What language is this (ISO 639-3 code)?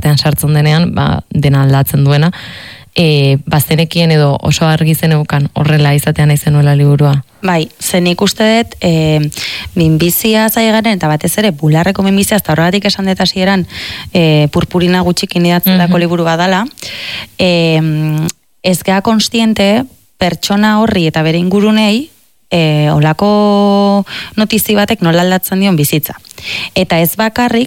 eus